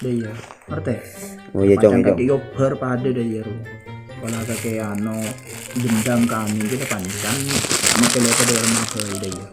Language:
Madurese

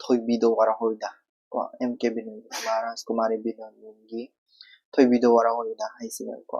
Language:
Manipuri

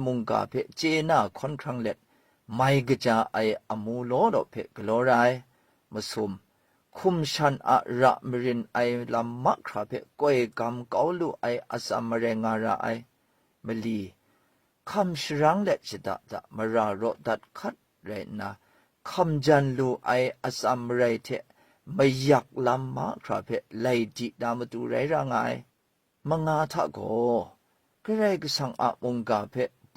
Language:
Kachin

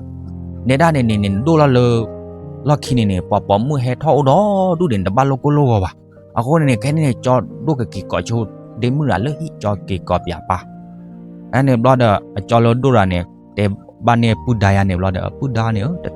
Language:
S'gaw Karen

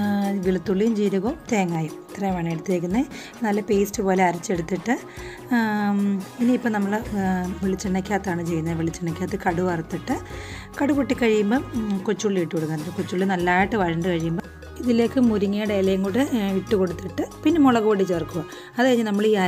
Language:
Malayalam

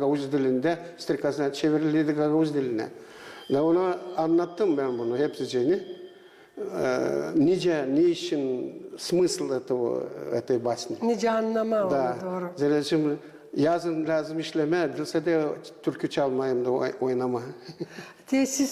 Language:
Gagauz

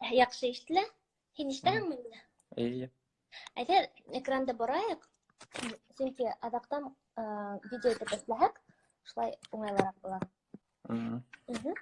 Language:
Bashkir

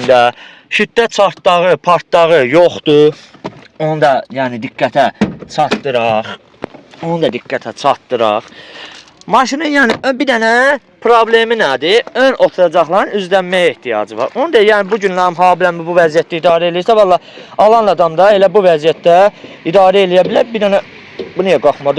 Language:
Azerbaijani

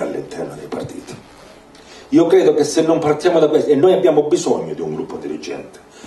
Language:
Italian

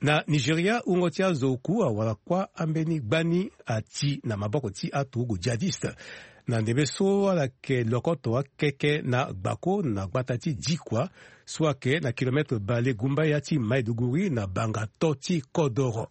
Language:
Sango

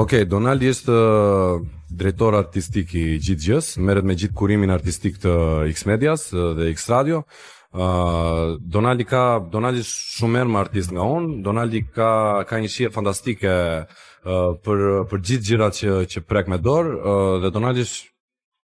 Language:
Albanian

